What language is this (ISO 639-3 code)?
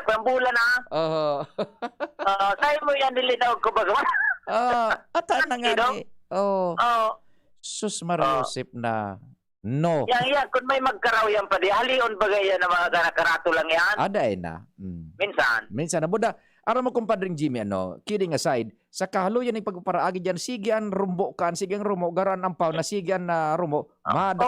bik